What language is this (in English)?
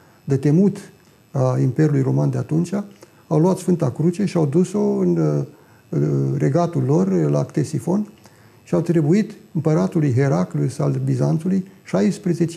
Romanian